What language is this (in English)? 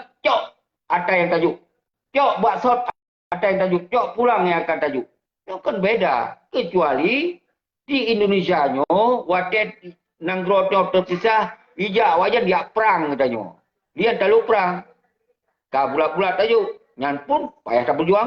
Achinese